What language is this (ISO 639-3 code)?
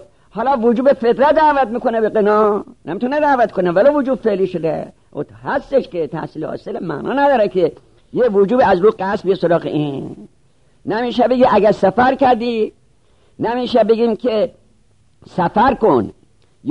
fas